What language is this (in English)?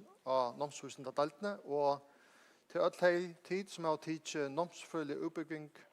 Faroese